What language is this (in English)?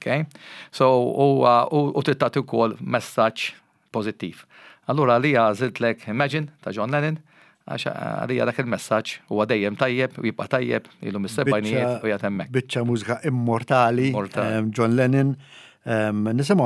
Maltese